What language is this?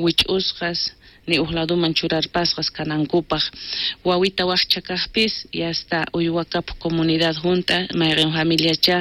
South Bolivian Quechua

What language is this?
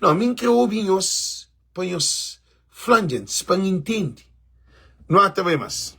Kabuverdianu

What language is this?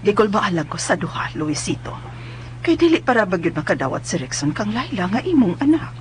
Cebuano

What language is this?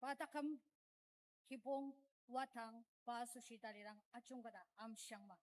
Ao Naga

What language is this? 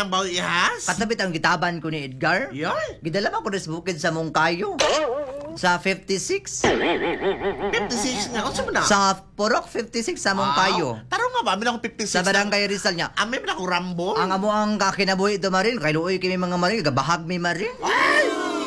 Cebuano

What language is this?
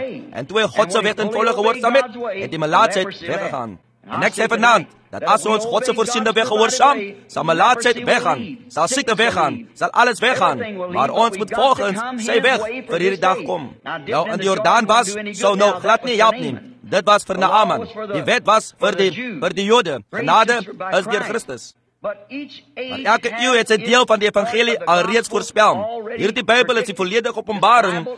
Afrikaans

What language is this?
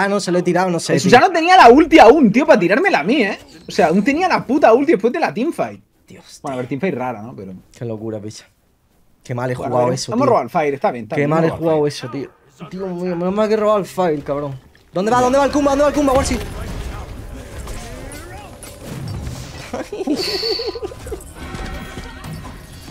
Spanish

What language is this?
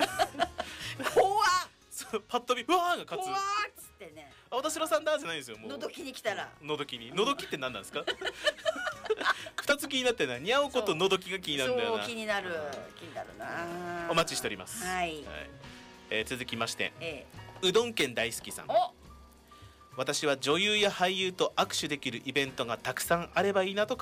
Japanese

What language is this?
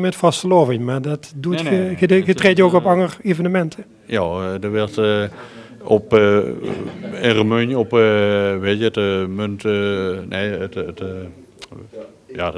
Limburgish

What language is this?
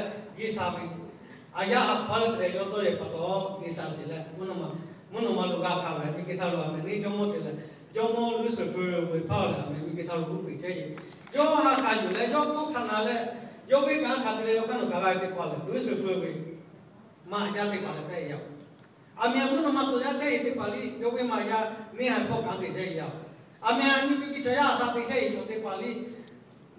Lahu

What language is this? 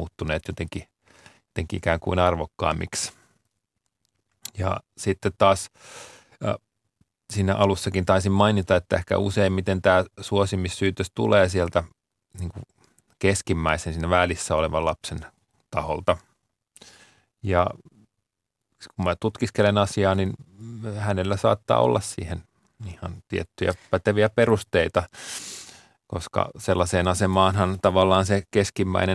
Finnish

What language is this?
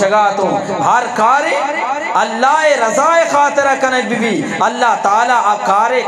Eastern Balochi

